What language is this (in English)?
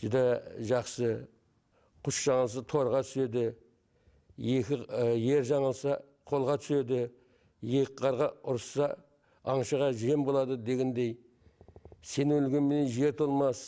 Kara-Kalpak